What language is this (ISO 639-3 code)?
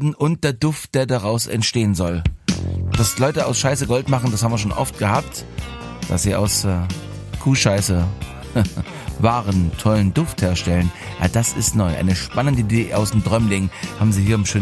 deu